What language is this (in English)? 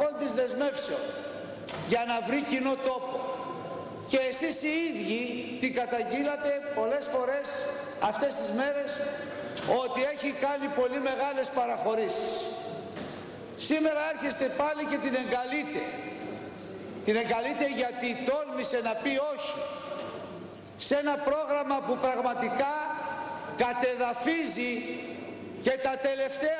Greek